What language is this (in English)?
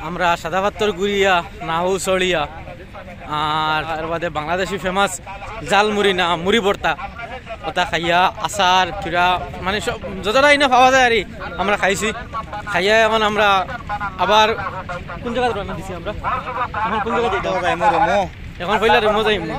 Sylheti